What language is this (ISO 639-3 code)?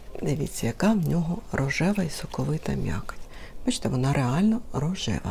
ukr